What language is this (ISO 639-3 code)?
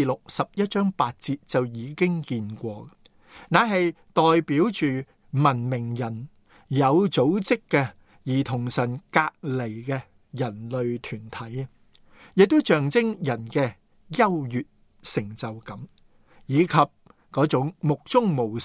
yue